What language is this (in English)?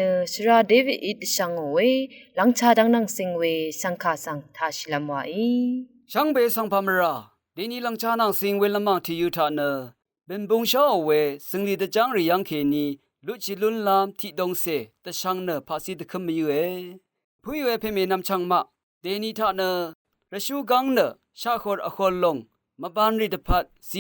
Rawang